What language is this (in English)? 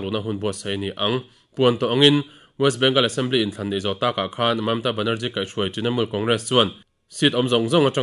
Mizo